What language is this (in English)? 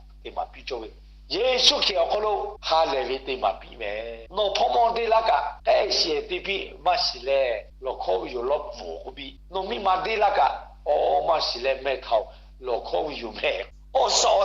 Lahu